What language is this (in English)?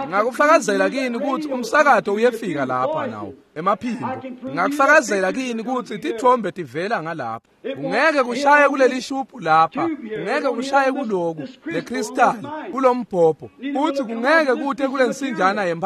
Swati